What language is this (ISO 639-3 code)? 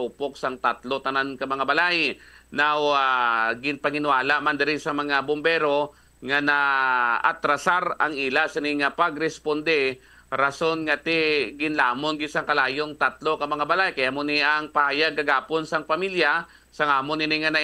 hil